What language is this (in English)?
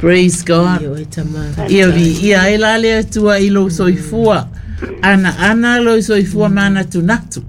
Samoan